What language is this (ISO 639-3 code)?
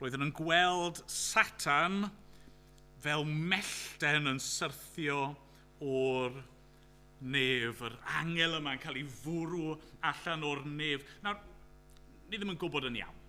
cym